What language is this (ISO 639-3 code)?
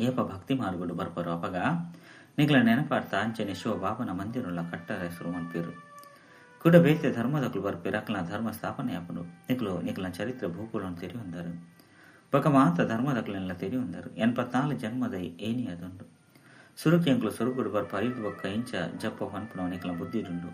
tcy